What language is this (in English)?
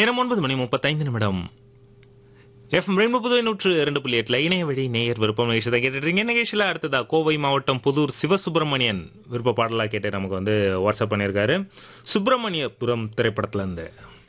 Tamil